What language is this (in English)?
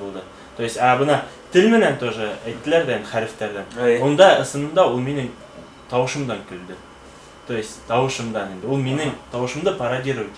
Bashkir